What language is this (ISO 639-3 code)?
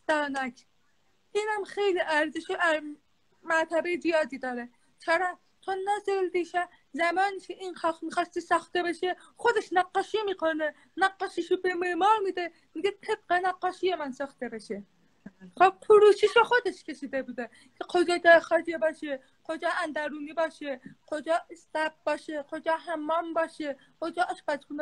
fas